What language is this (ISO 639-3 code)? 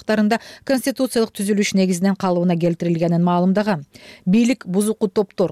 kir